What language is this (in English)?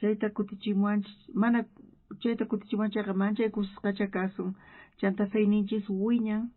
South Bolivian Quechua